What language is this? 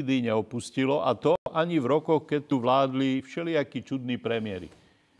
Slovak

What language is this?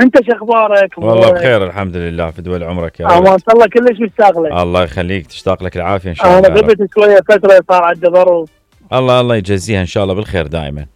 Mesopotamian Arabic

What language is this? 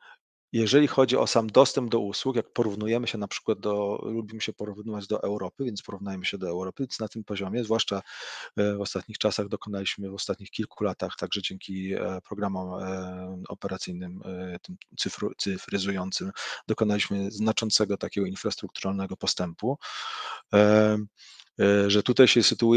Polish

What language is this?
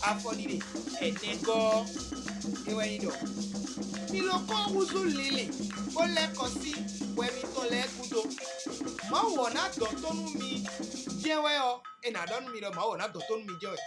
Fon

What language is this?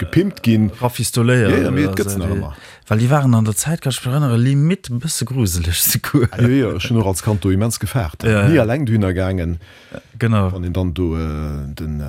Luxembourgish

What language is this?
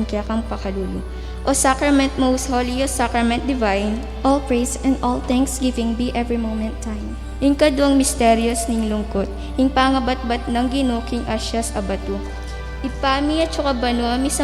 Pampanga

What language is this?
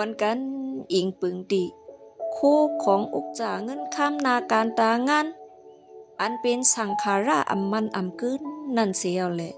Shan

